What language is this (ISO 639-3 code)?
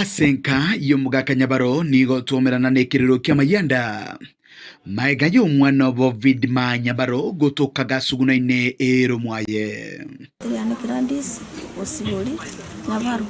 guz